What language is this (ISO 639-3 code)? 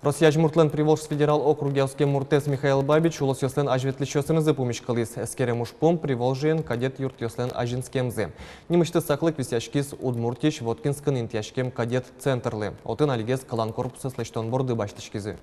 udm